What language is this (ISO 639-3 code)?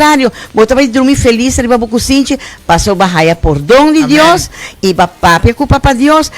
pap